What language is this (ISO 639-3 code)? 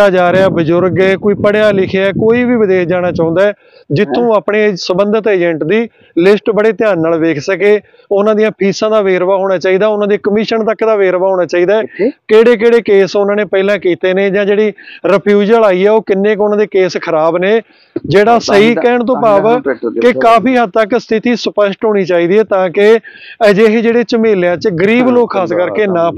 pan